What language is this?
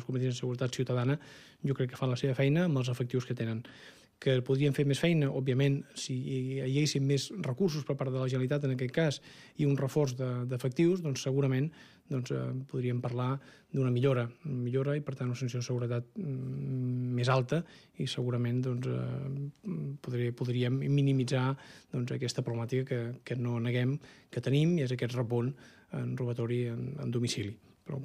Catalan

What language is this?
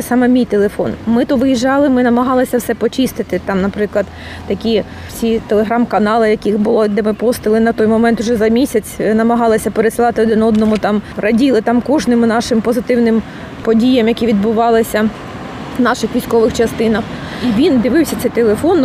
Ukrainian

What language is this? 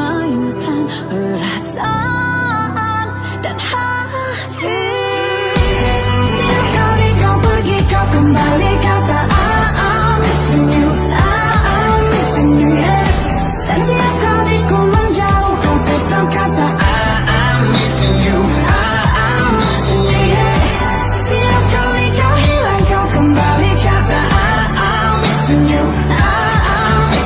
Malay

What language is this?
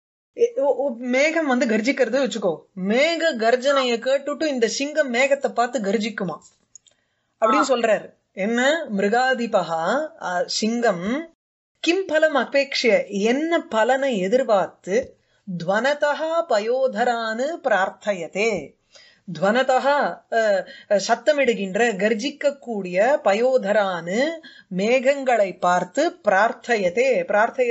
Tamil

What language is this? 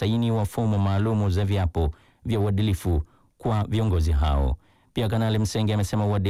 Swahili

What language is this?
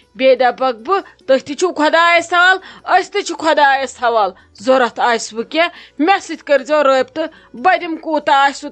Kashmiri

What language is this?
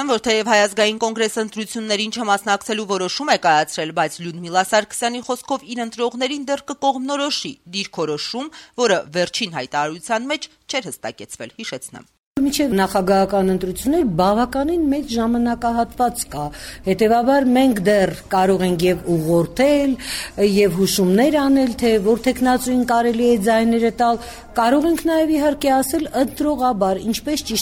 Armenian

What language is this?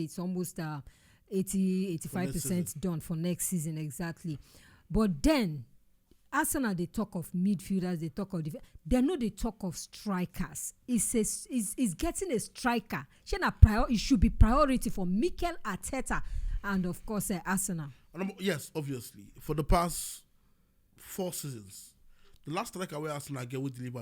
Nigerian Pidgin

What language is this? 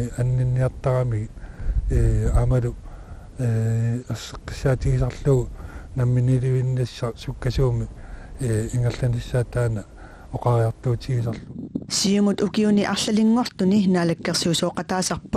Kalaallisut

